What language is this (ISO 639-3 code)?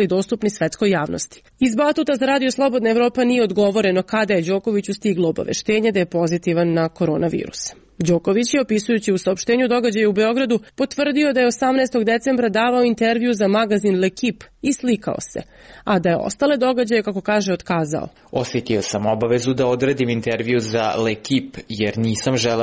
srp